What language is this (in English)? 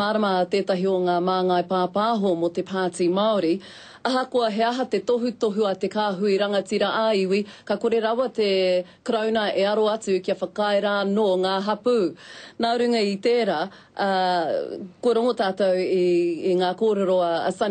Māori